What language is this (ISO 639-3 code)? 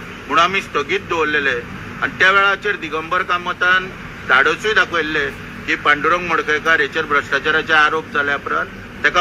kok